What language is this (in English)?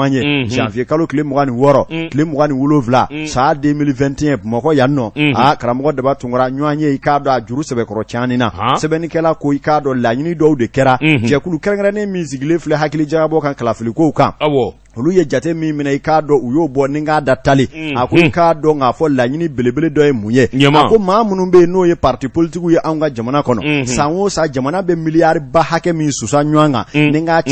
Bambara